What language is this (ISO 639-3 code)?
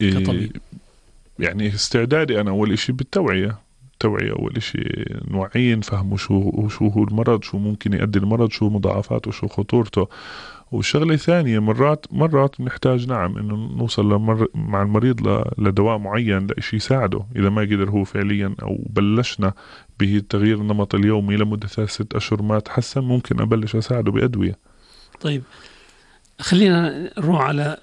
apc